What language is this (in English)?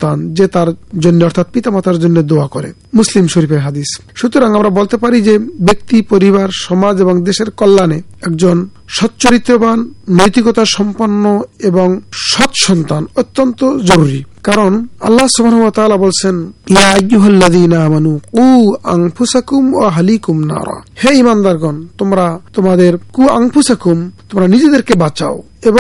Bangla